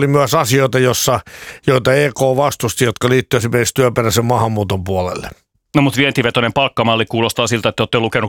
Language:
Finnish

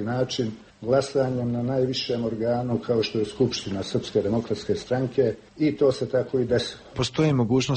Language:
Croatian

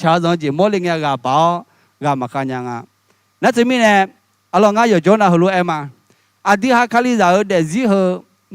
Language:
Akha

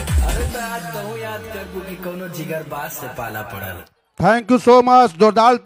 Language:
Bhojpuri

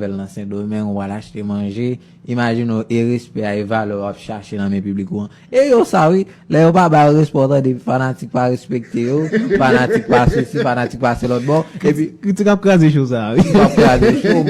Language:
Haitian Creole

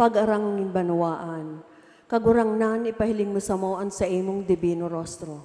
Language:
Bikol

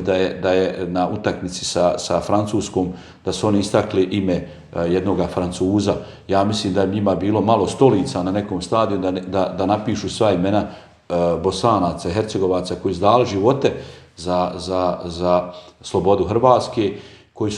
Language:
Bosnian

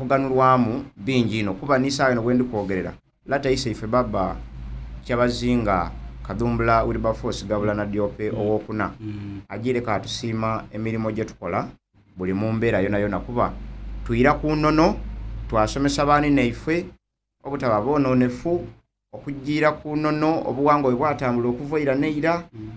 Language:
Soga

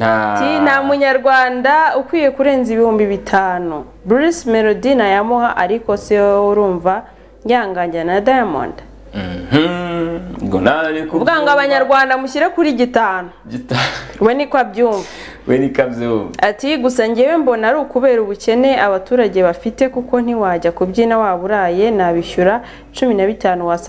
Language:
Kinyarwanda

